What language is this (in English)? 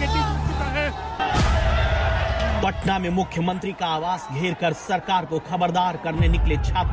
Hindi